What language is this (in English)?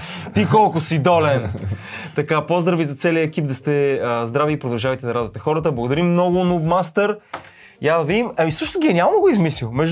Bulgarian